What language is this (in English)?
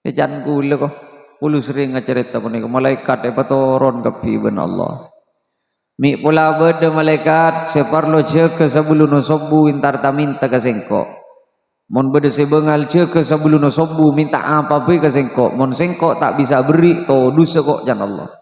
Madurese